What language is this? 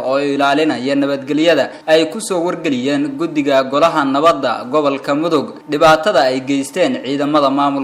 Somali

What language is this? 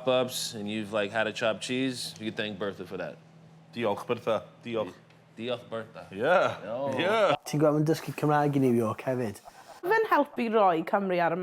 Welsh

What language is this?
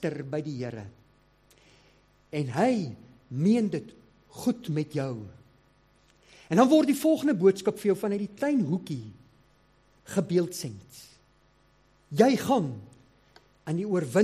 Afrikaans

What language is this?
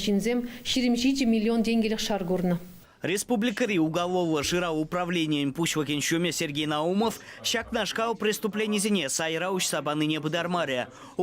Chuvash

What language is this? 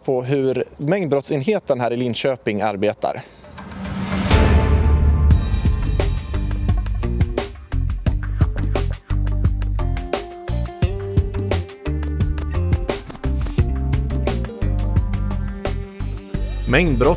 Swedish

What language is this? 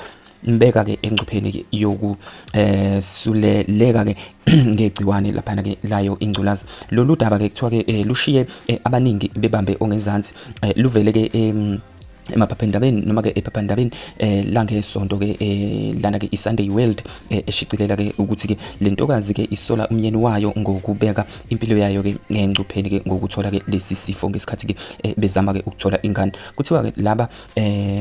Zulu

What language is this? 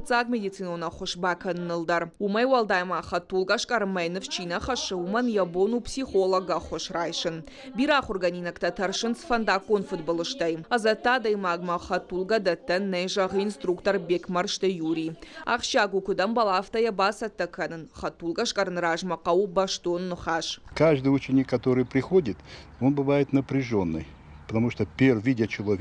Ossetic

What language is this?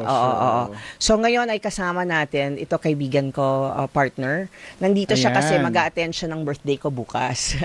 Filipino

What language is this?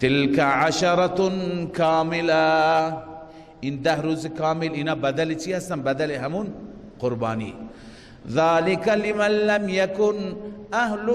Persian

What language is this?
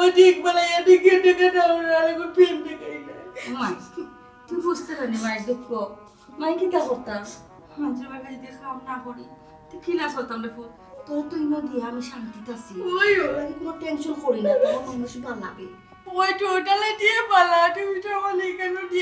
Sylheti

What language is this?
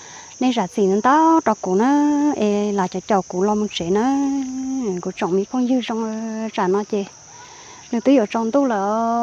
Hmong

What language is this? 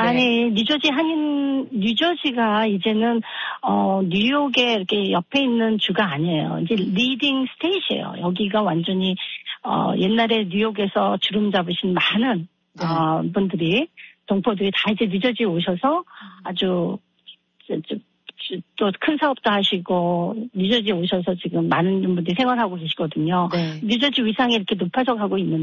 Korean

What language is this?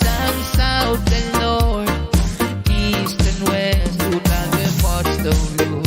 Pohnpeian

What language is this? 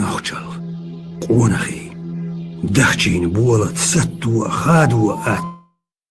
Chechen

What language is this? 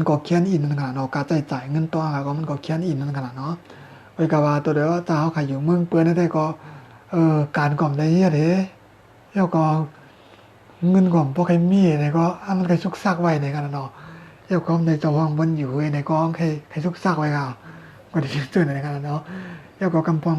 Shan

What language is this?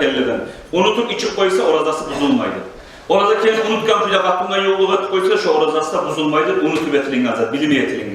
Kumyk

